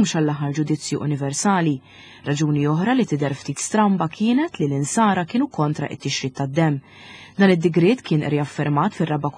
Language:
Maltese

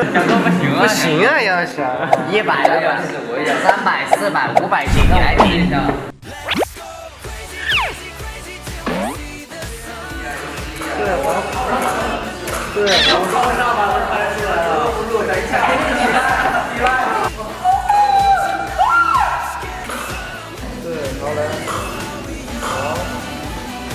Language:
Chinese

